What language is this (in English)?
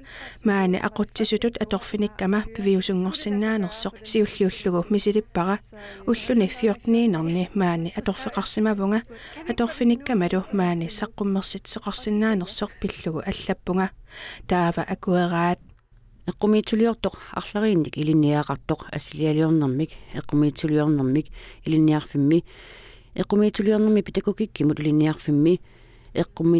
Kalaallisut